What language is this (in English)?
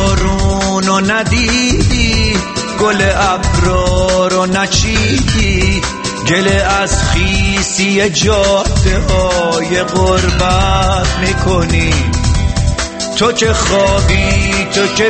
Persian